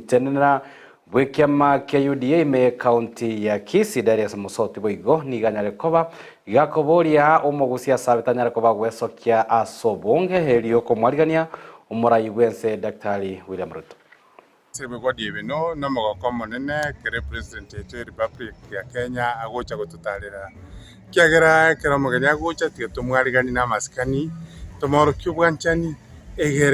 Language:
Gusii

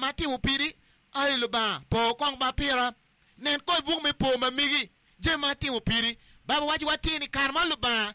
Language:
Acoli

